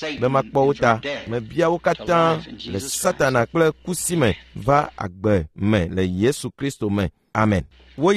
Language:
Ewe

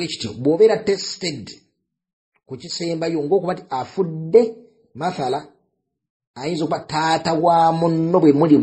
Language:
Ganda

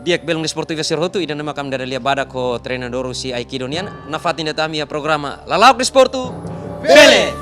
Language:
Tetum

